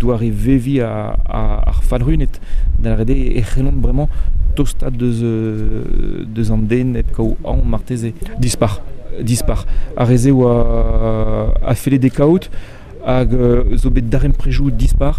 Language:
Breton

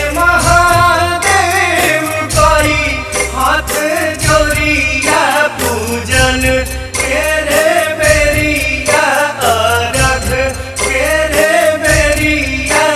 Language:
Bhojpuri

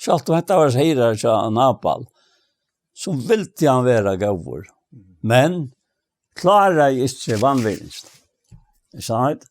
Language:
Faroese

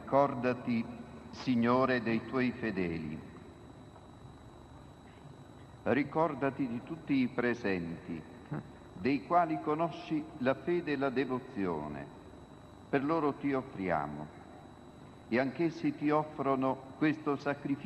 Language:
Italian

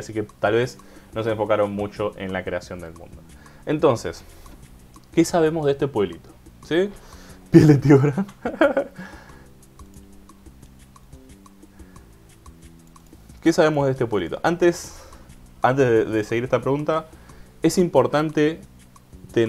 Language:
Spanish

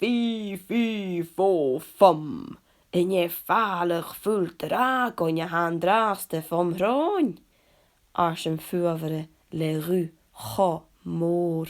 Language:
Scottish Gaelic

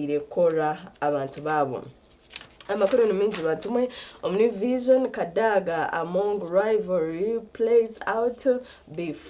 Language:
Nyankole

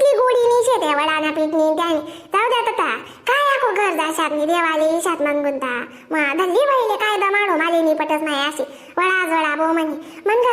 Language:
Khandesi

